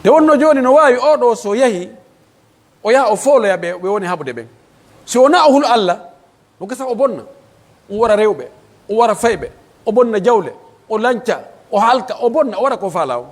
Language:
Pular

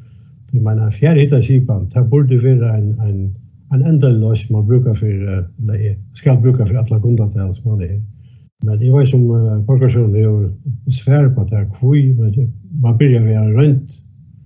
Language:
Faroese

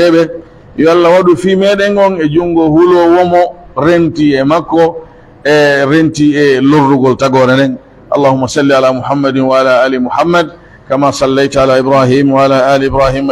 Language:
Pular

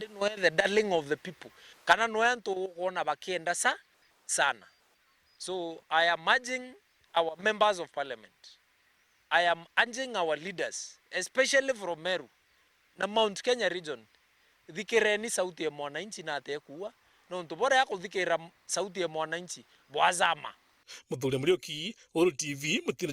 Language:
Meru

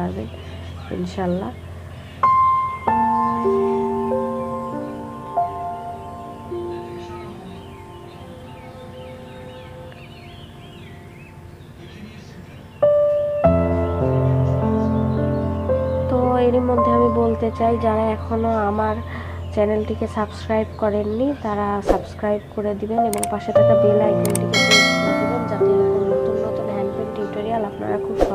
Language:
Bangla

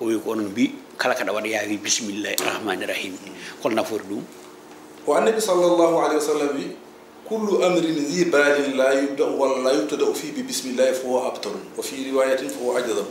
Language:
Fula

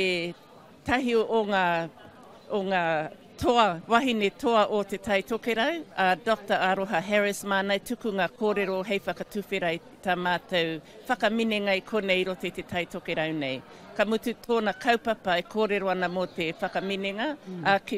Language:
Māori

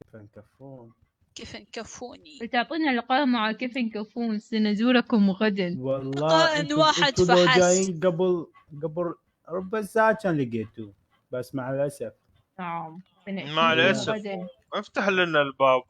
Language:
Mesopotamian Arabic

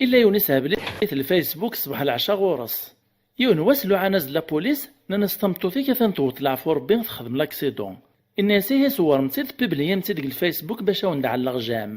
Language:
Kabyle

